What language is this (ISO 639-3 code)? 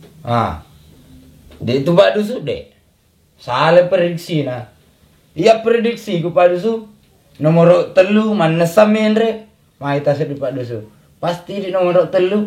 bug